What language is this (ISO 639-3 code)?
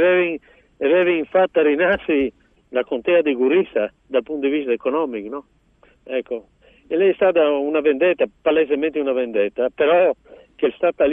fur